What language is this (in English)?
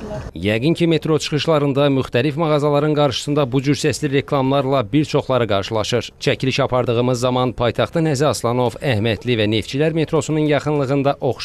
Azerbaijani